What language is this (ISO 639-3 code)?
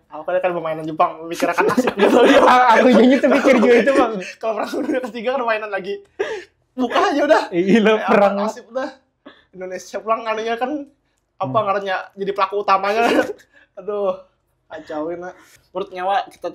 bjn